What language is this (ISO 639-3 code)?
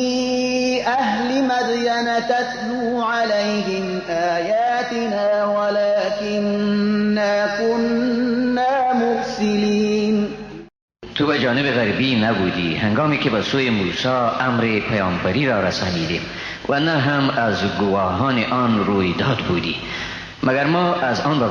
fas